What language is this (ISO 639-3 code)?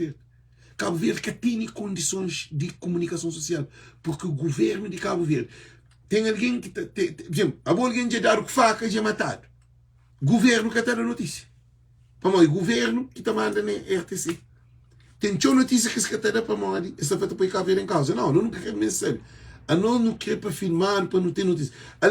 kea